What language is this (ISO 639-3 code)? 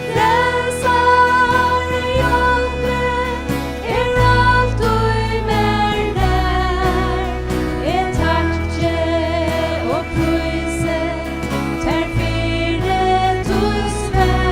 fao